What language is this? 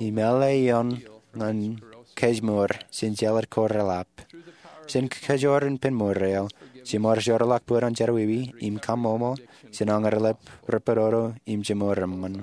Marshallese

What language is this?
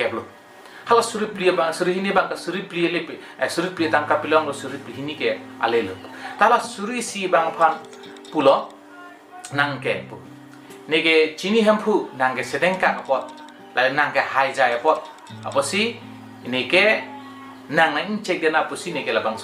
Karbi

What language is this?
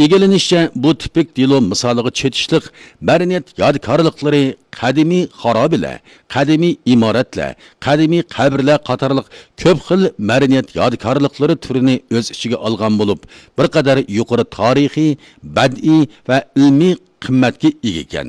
Uyghur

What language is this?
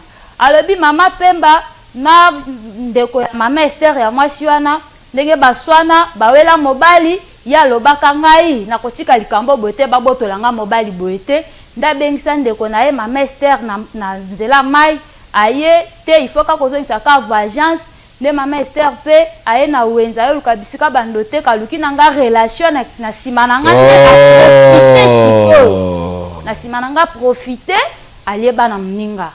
Lingala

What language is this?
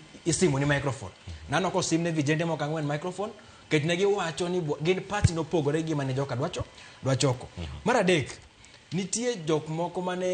Luo (Kenya and Tanzania)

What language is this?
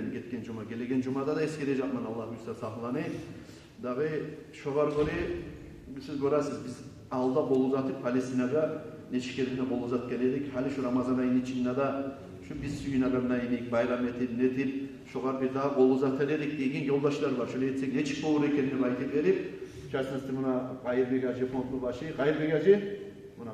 Kumyk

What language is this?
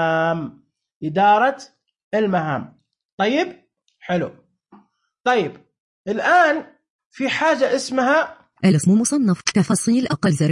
Najdi Arabic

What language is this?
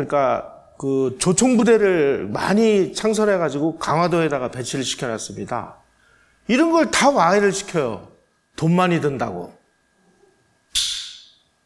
Korean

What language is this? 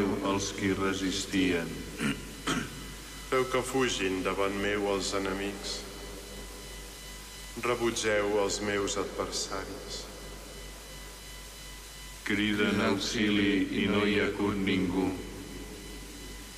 Catalan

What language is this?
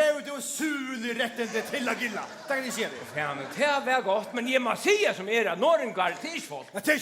Faroese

